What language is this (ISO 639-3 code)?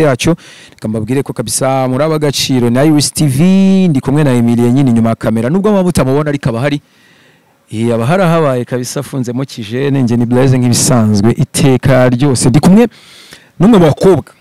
kin